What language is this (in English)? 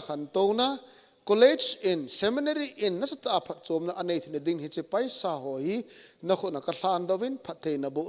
Thado Chin